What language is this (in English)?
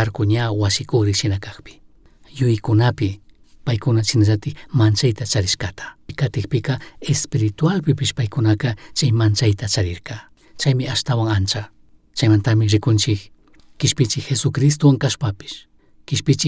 Chimborazo Highland Quichua